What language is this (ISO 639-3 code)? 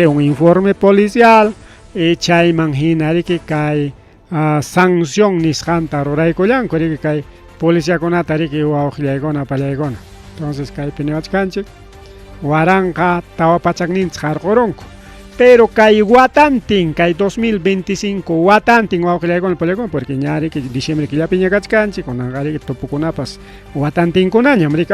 quy